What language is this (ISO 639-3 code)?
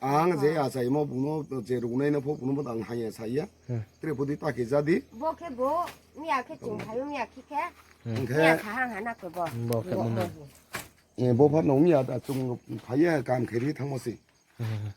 ria